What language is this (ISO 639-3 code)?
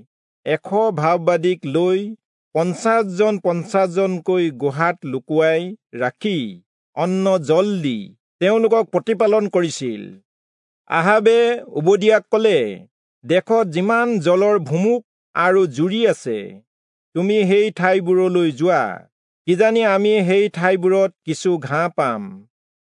asm